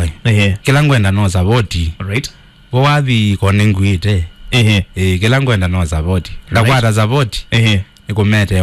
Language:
Kamba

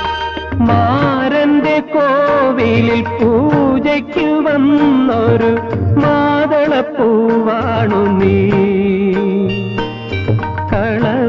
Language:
Malayalam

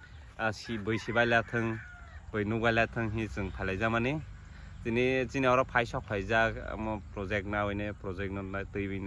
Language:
Kok Borok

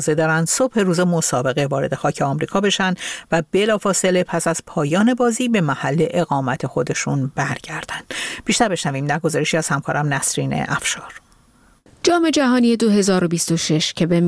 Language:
Persian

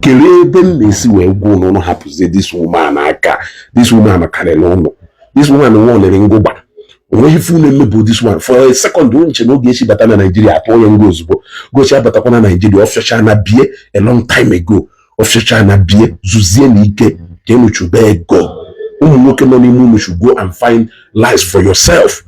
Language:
Igbo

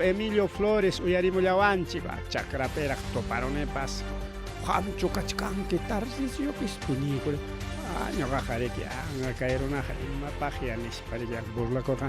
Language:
Ayacucho Quechua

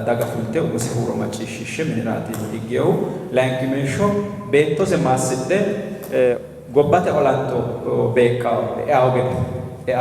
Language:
Sidamo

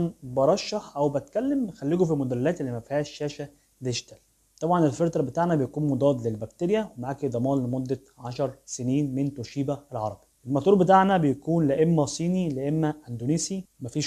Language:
Egyptian Arabic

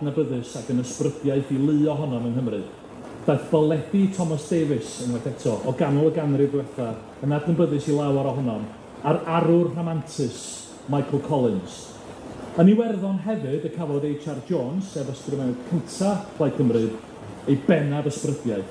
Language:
Welsh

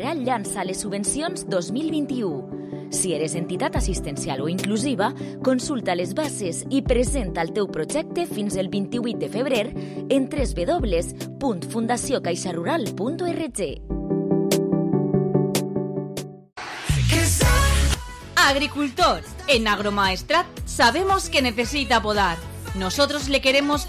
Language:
Catalan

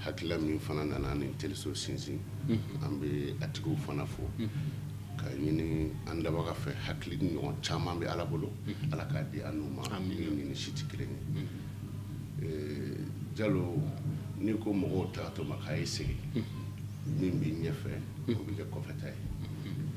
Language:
Bambara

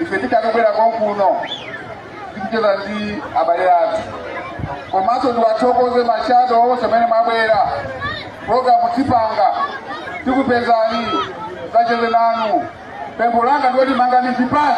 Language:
Nyanja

